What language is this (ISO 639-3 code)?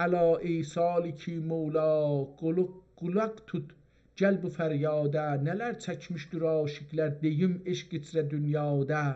azb